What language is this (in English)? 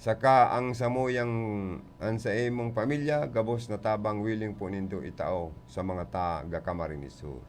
Bikol